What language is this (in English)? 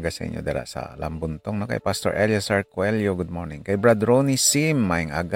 Hiligaynon